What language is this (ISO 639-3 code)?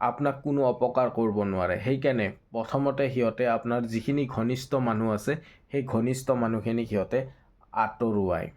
asm